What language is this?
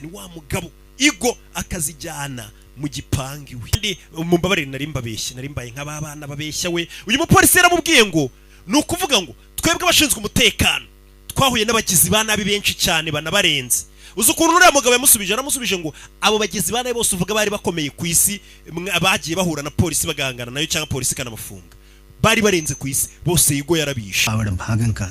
Kinyarwanda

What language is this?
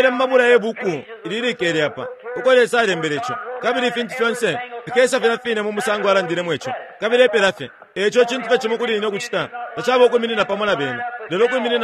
Bemba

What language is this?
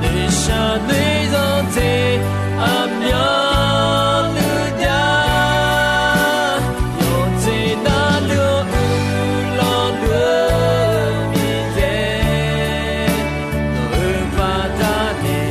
Akha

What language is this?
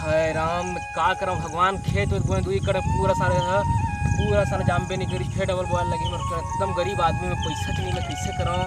Chhattisgarhi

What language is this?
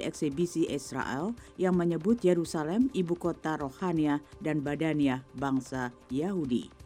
Indonesian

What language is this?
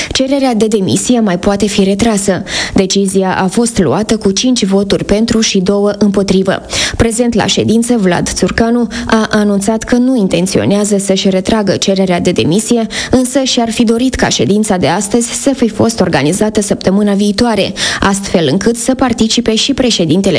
Romanian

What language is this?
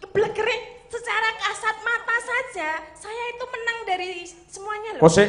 Javanese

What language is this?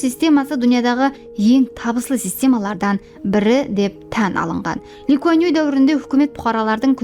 Kara-Kalpak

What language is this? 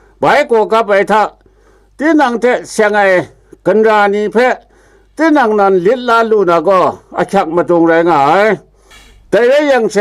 Kachin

